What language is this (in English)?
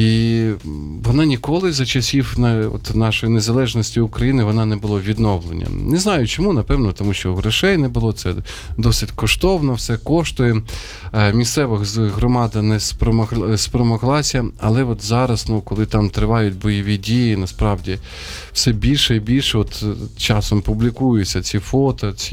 Ukrainian